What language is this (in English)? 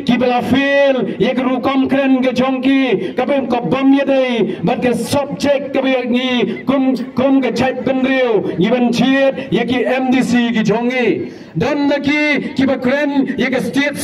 Khasi